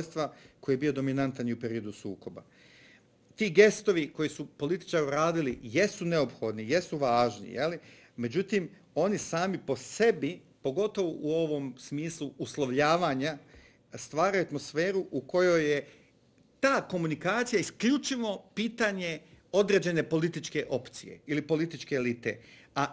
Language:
Bosnian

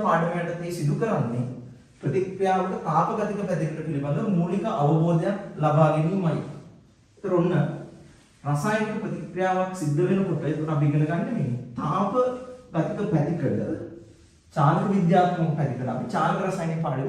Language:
Sinhala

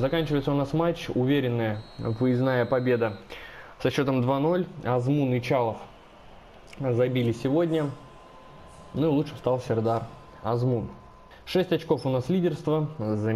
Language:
Russian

